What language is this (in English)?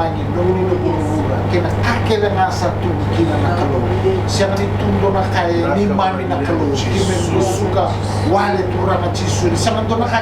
Fijian